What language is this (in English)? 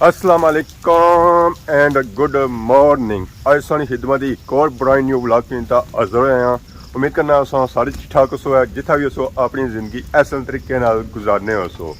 Pahari-Potwari